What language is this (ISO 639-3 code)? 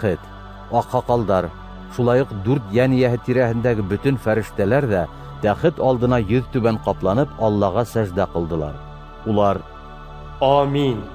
bak